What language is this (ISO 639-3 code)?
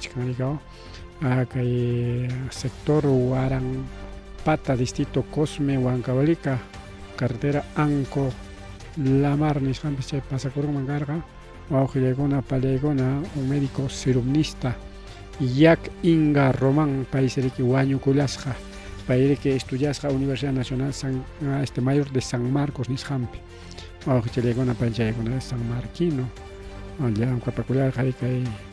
quy